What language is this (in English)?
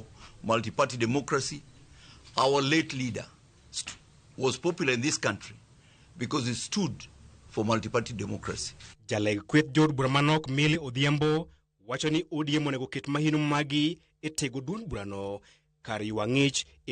Luo (Kenya and Tanzania)